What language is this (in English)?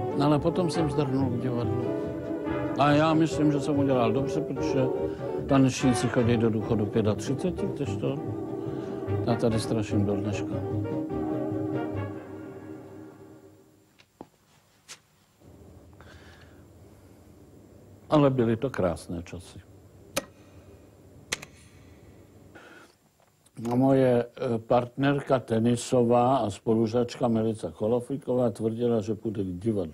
Czech